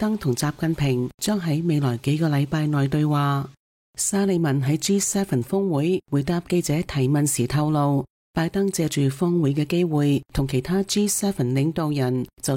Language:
Cantonese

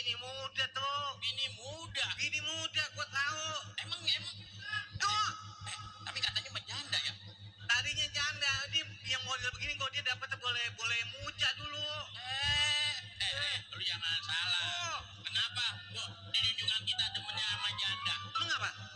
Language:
Betawi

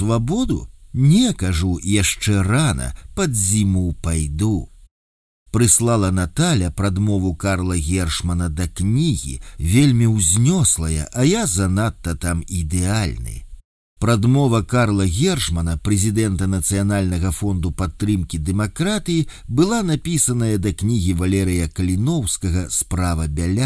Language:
Belarusian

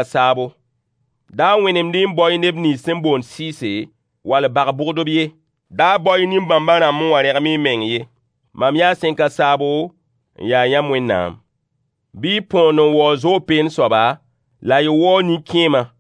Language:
Mossi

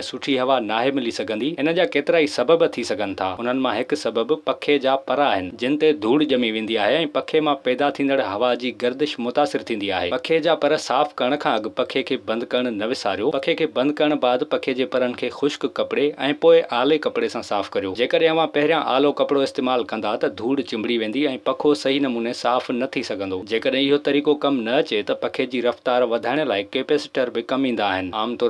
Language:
Sindhi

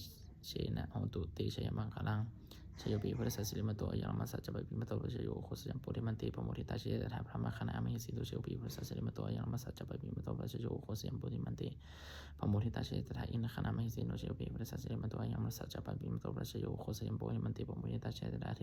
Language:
Pali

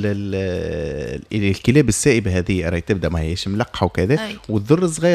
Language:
Tunisian Arabic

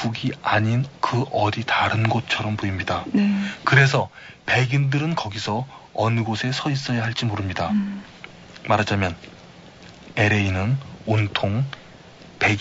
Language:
Korean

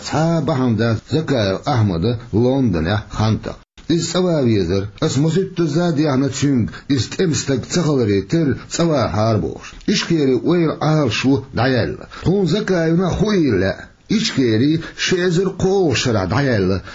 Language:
Chechen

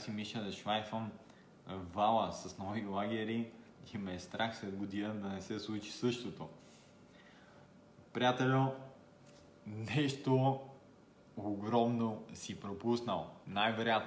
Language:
Bulgarian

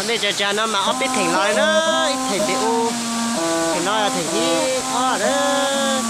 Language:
Hmong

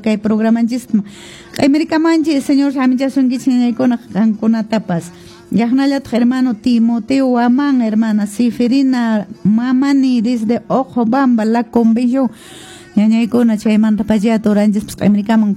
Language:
Quechua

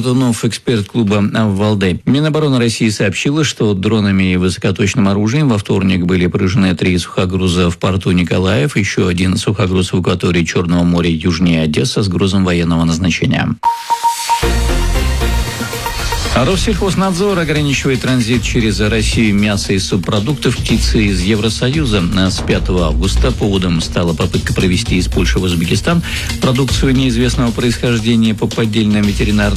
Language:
Russian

